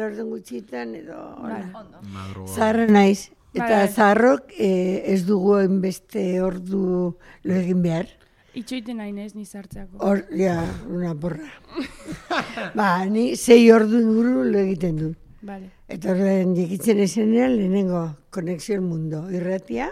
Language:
Basque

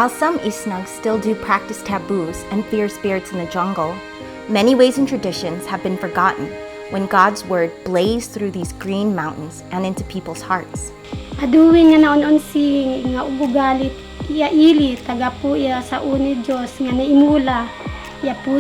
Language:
Isnag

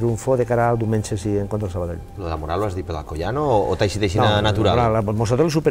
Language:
Catalan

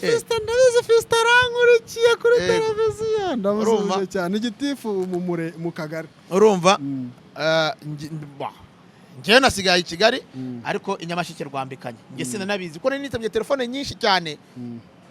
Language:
Kinyarwanda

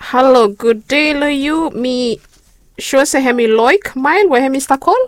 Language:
Bislama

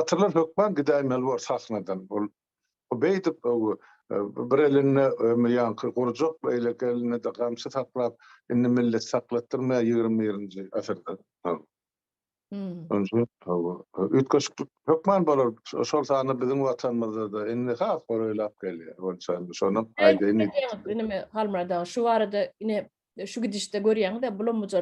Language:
Turkmen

